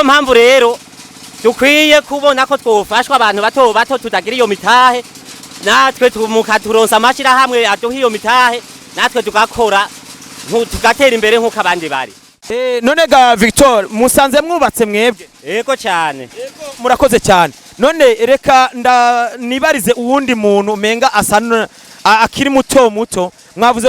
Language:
Rundi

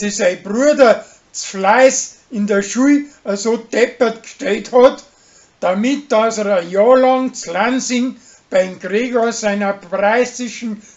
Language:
Bavarian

